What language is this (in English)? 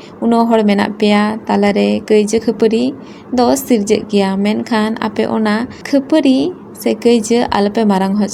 Santali